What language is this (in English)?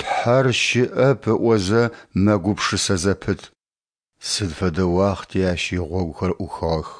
Adyghe